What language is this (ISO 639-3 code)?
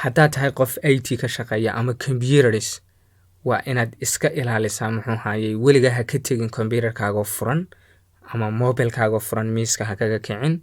som